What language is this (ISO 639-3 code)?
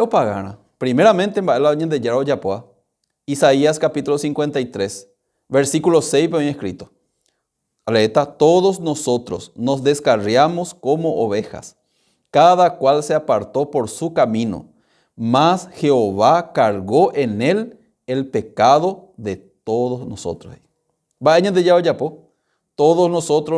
grn